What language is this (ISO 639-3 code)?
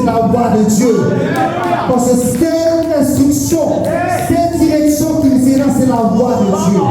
mfe